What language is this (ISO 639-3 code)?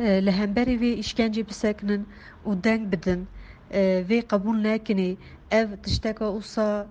kur